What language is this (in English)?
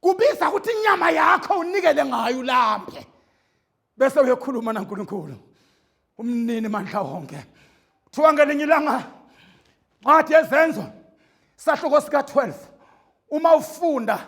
Zulu